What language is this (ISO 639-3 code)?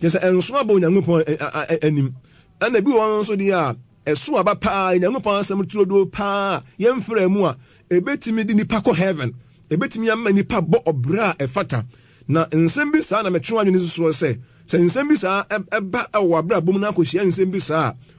aka